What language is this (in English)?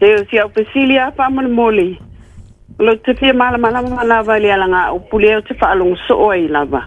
Samoan